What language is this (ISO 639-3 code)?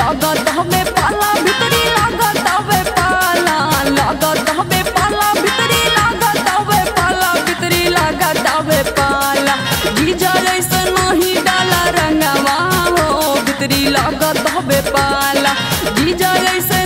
bho